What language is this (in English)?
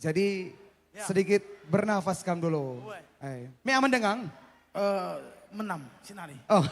Batak Karo